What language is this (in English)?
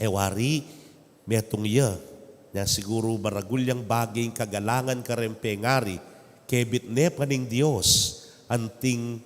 Pampanga